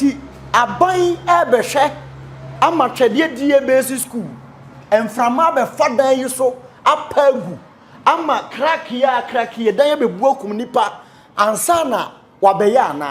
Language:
Akan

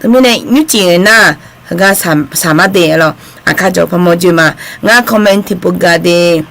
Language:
Akha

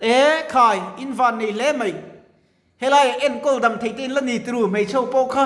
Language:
Mizo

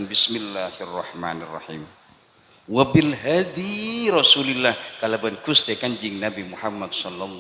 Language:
Madurese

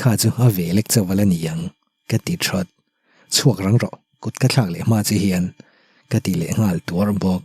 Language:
Mizo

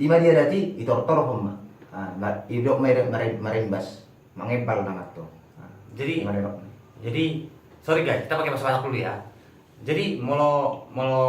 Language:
Batak Toba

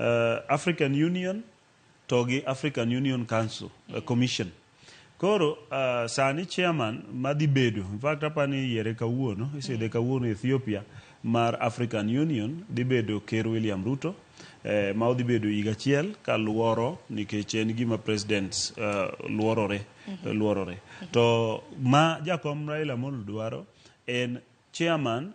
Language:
Luo (Kenya and Tanzania)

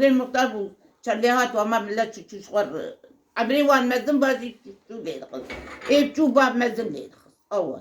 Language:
Kurdish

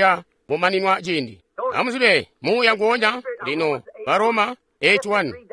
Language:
Tonga (Zambia)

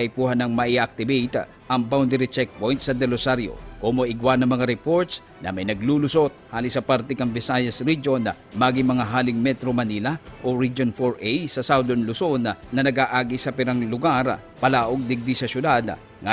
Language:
Bikol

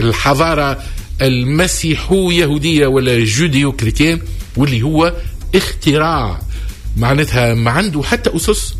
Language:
Tunisian Arabic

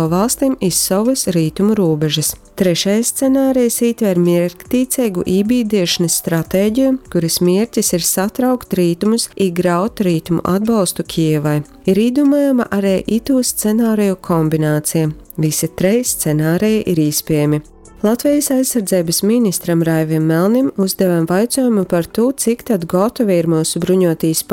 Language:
Latgalian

